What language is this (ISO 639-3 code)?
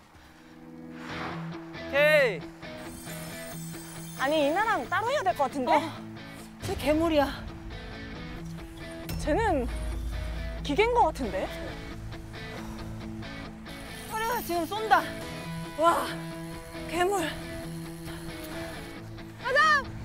kor